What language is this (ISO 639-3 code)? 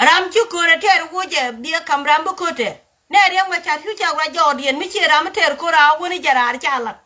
nus